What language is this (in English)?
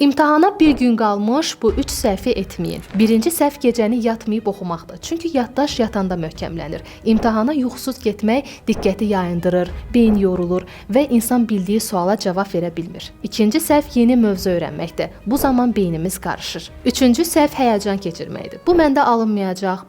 Azerbaijani